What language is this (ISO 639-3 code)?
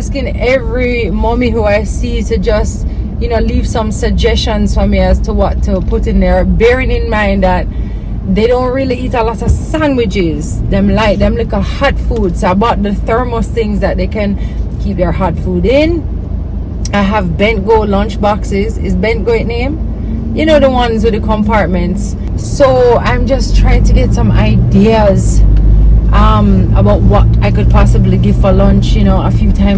jam